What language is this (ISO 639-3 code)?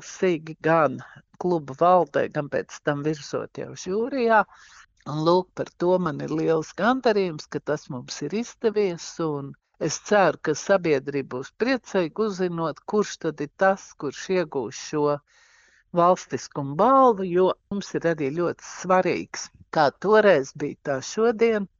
lav